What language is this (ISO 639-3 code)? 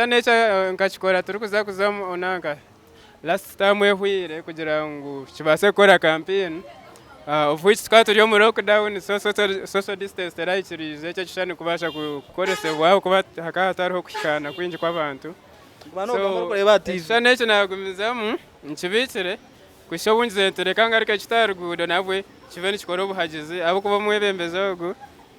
nyn